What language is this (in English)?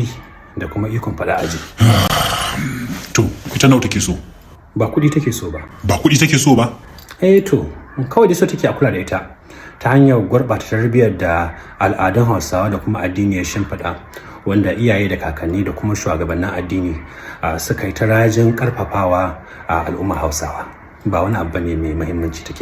Hausa